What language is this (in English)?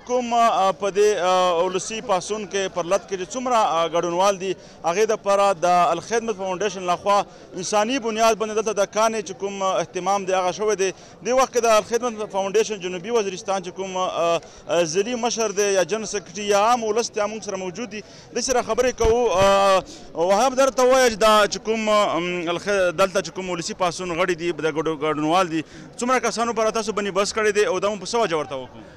Pashto